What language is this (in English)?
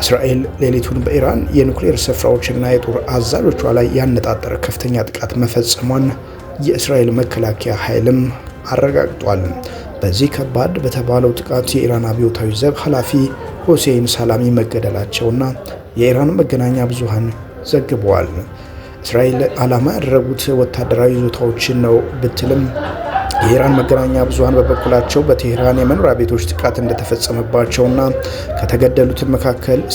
Amharic